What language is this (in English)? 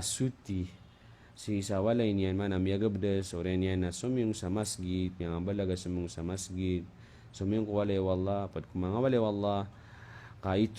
Maranao